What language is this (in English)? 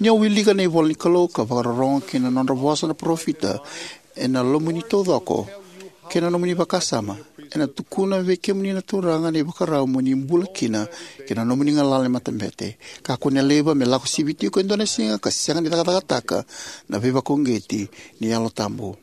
Fijian